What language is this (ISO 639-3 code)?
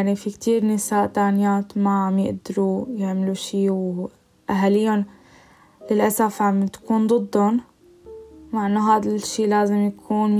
apc